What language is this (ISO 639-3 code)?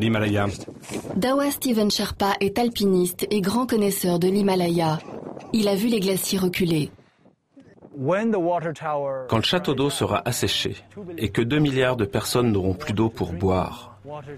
fra